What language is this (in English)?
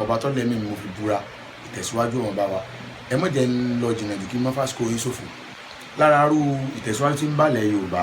Yoruba